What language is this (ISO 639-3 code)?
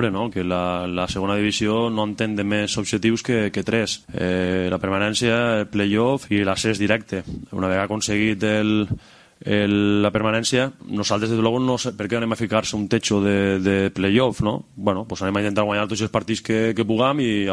cat